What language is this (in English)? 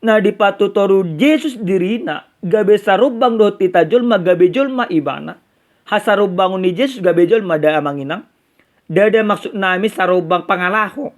Batak Toba